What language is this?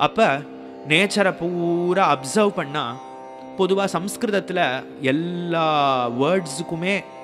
Tamil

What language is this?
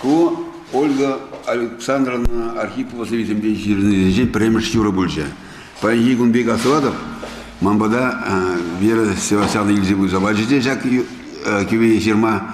Chuvash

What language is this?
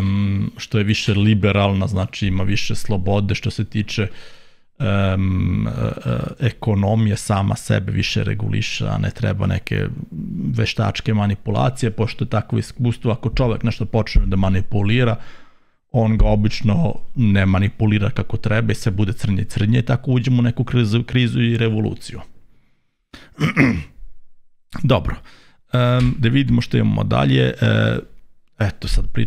Serbian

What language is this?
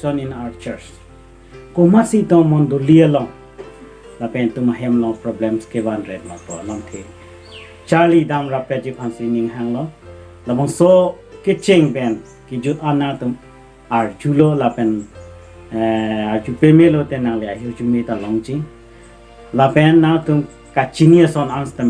Karbi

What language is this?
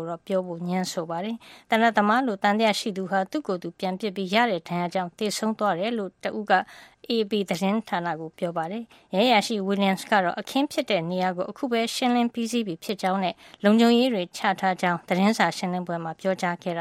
Burmese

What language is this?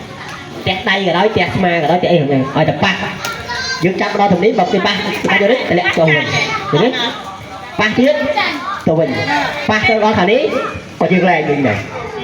Khmer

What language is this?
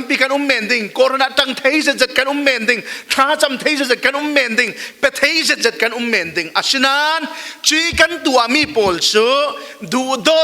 Falam Chin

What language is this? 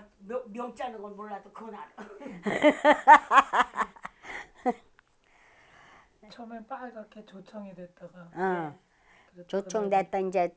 Korean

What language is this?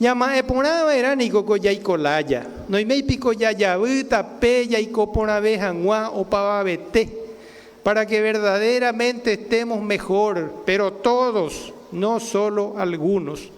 Guarani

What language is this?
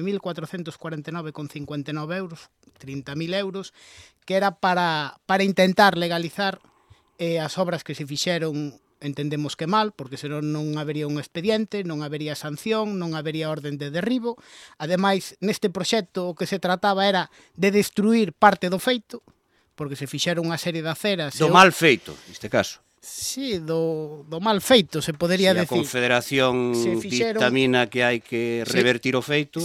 Galician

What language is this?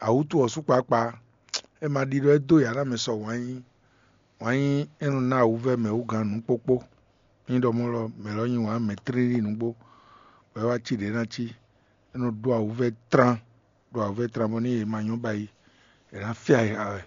Fon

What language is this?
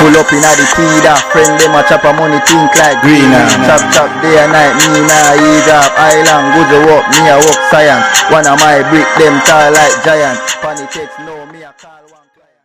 Jamaican Creole English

